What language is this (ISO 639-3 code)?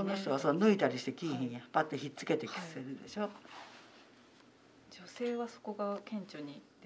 jpn